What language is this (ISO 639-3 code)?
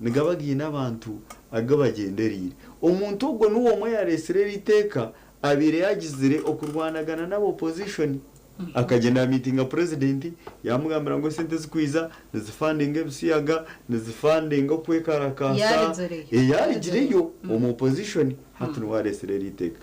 nyn